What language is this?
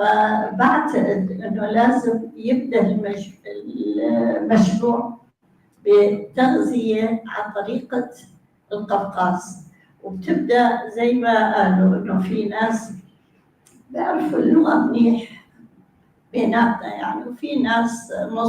North Levantine Arabic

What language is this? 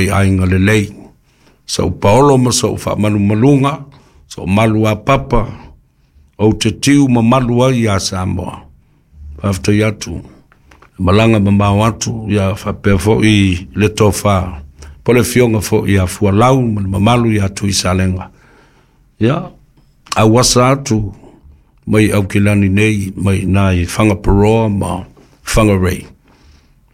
Samoan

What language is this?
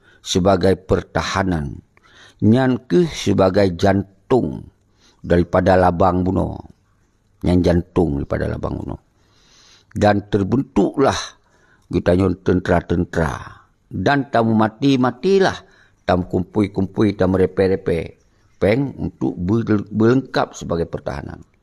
Achinese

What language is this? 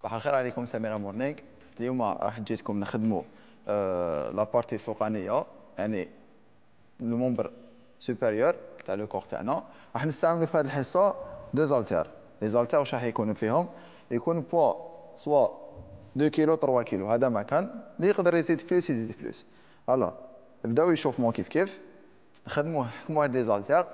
Algerian Arabic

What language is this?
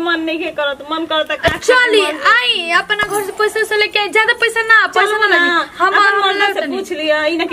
Bhojpuri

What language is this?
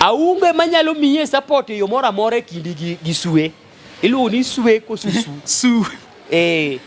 Luo (Kenya and Tanzania)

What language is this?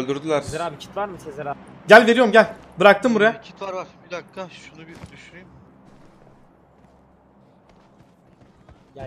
Turkish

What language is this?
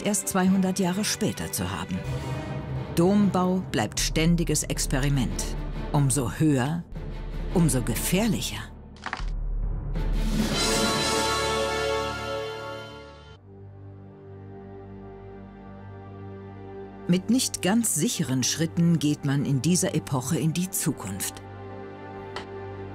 German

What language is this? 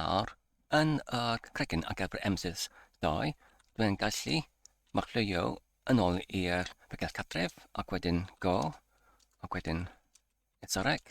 Welsh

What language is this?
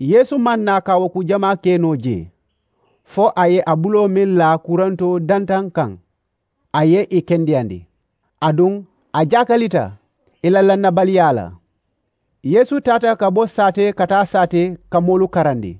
Mandingo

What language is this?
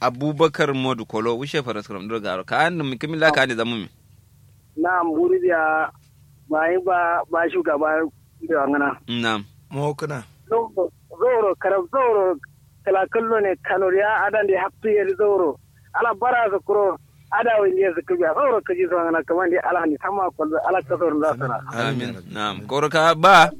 Kanuri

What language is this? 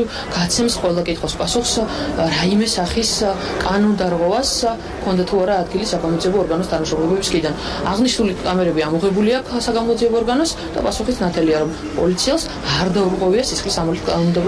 Georgian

